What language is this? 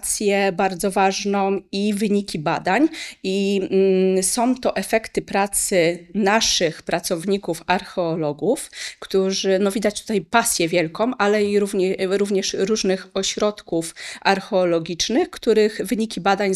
Polish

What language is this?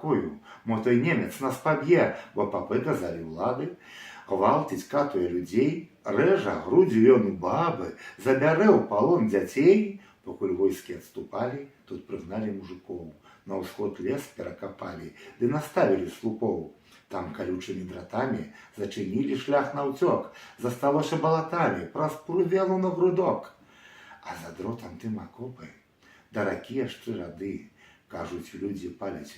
Belarusian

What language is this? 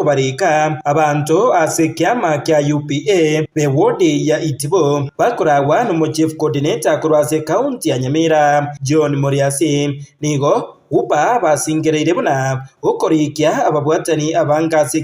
Gusii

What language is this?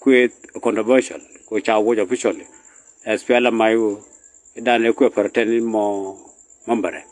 Nuer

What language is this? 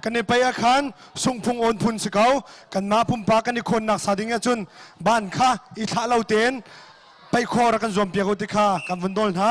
Hakha Chin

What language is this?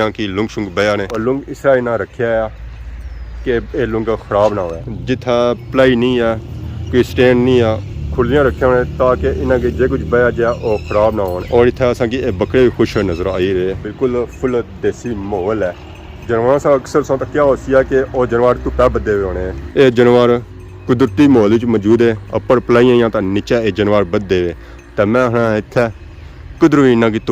Pahari-Potwari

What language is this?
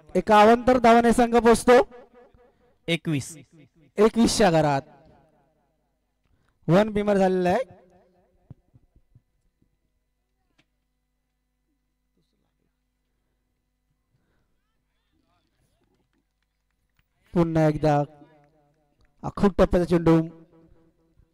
Marathi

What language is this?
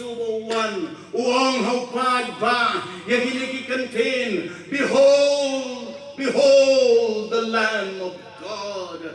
Khasi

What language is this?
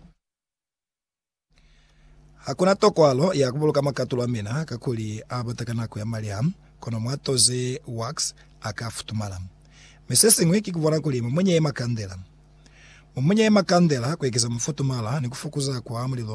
Lozi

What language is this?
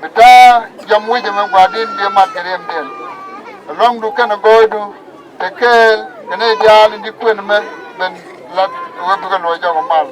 Nuer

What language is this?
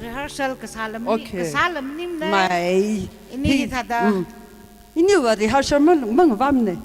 Tangkhul Naga (India)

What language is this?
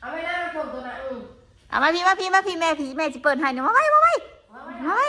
Northeastern Thai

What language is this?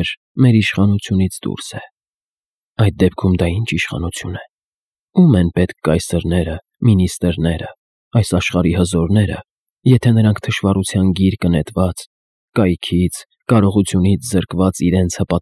Armenian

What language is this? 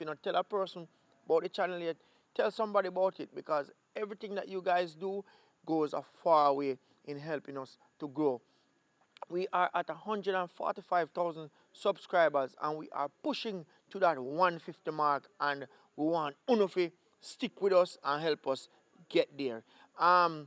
Jamaican Creole English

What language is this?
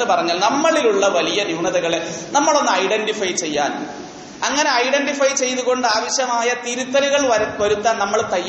Malayalam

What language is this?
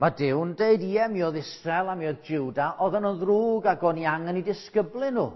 Welsh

